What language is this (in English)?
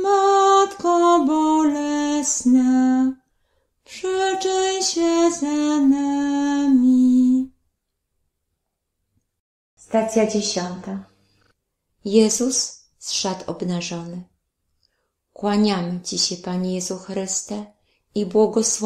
Polish